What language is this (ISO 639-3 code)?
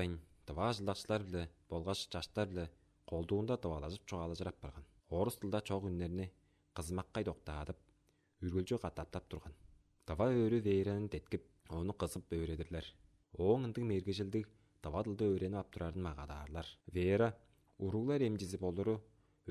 tyv